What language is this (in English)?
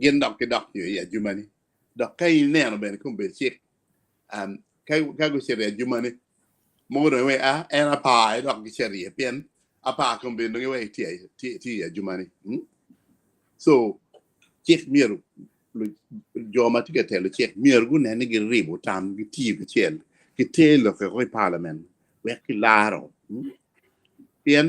Acoli